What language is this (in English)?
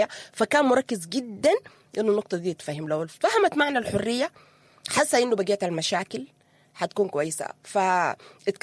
Sudanese Arabic